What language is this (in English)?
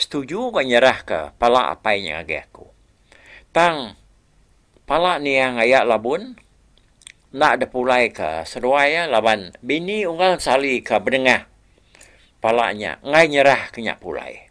Iban